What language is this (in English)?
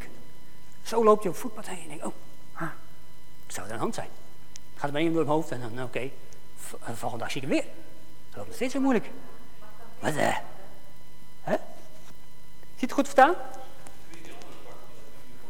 Dutch